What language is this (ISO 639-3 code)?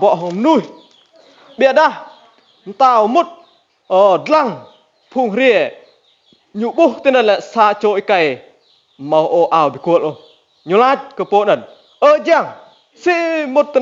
rad